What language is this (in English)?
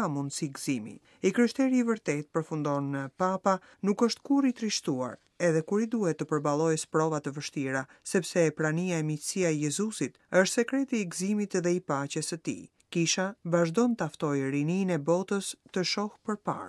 Albanian